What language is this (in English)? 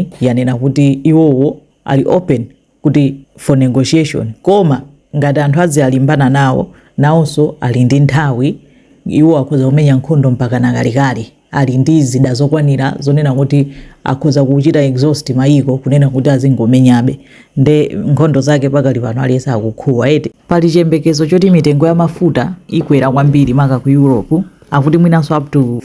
Nyanja